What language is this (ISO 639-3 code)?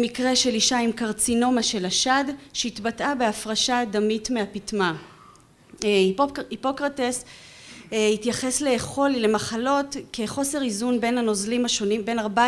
heb